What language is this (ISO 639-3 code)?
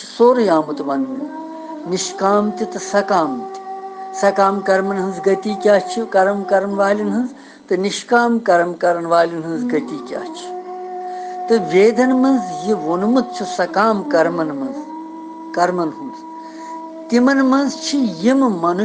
kas